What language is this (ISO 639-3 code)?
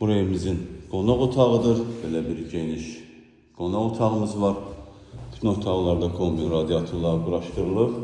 aze